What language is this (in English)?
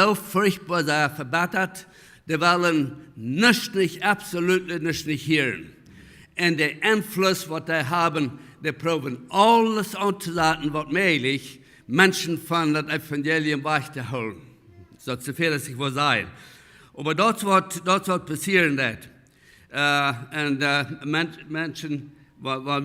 Plautdietsch